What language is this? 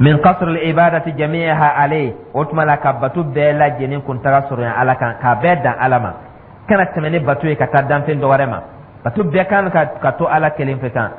Dyula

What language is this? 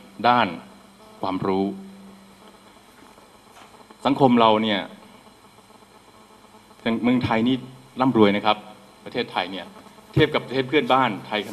Thai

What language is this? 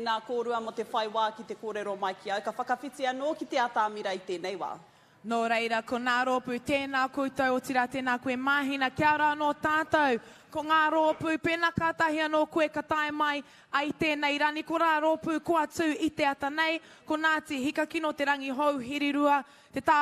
Māori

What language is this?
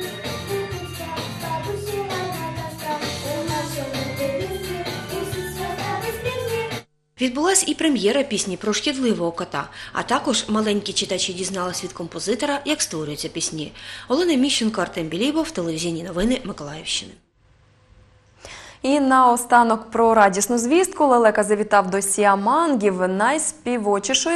Ukrainian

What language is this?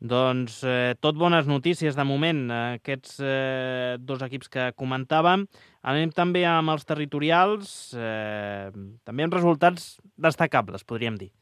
Catalan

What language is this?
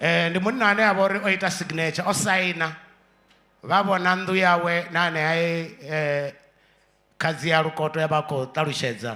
Venda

